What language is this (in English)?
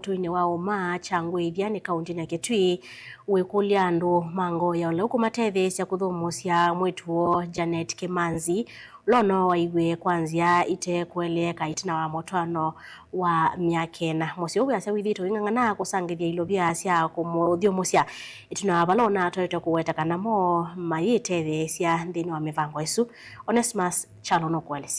Kamba